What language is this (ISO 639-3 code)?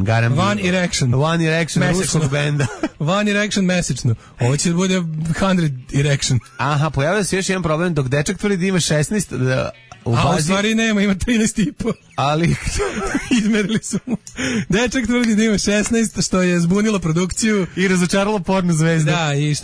srp